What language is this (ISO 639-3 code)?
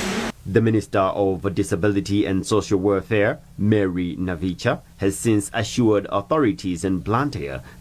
eng